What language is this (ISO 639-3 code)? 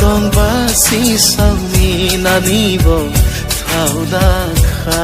dis